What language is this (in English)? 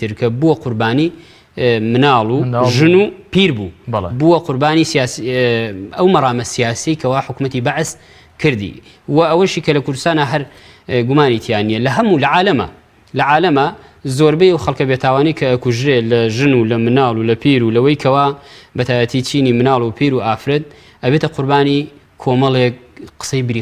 Central Kurdish